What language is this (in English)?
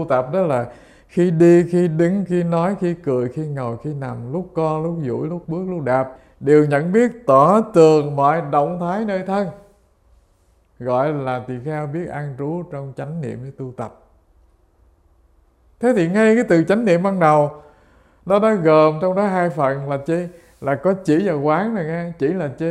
Vietnamese